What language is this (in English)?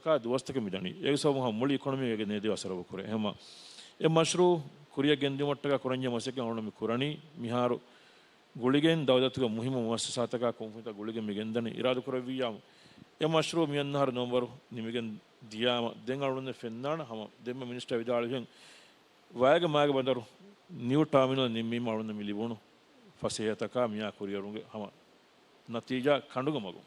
Divehi